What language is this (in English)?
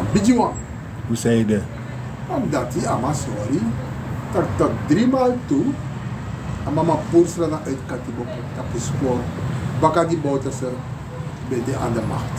Sranan Tongo